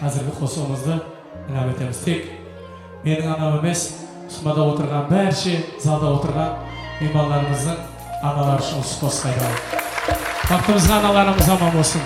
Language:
Kara-Kalpak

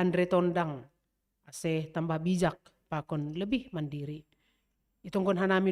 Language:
Batak Simalungun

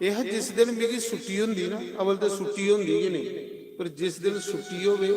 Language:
Dogri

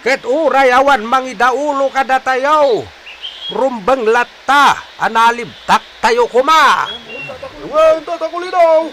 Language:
Iloko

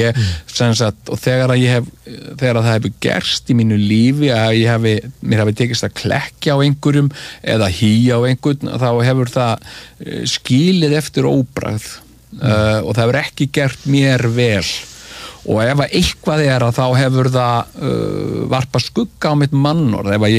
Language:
Icelandic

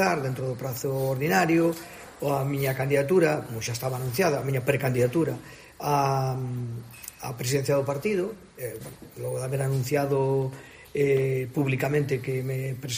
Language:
Galician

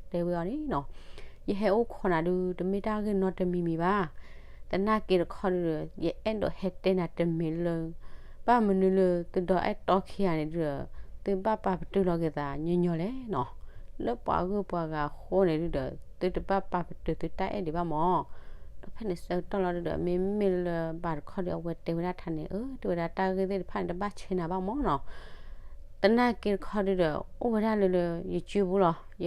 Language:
S'gaw Karen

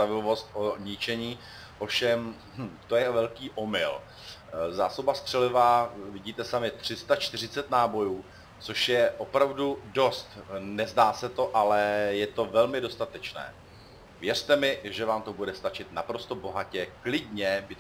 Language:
Czech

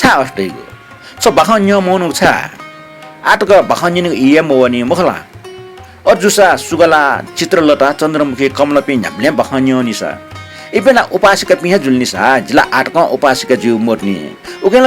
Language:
Newari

